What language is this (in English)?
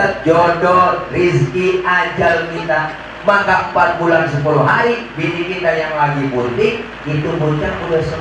Betawi